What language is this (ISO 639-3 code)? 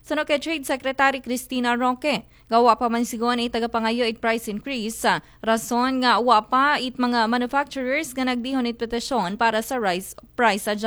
akl